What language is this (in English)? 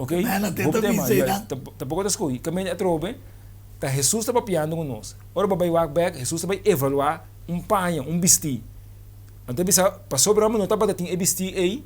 Papiamento